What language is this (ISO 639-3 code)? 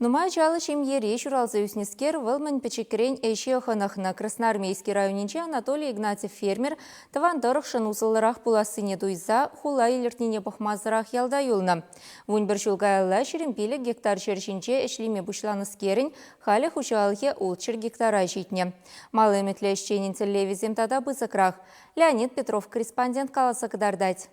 chv